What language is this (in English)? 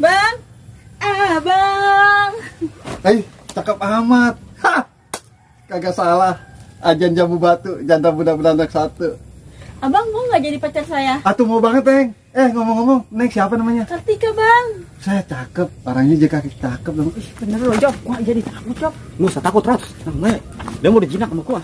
Betawi